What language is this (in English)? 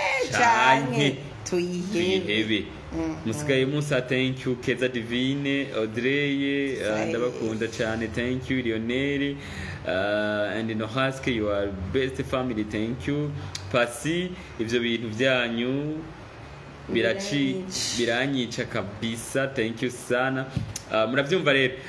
Rundi